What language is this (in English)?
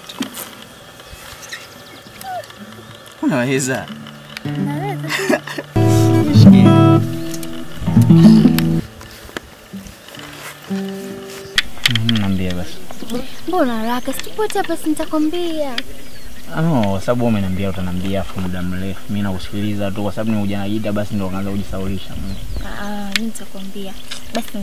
Swahili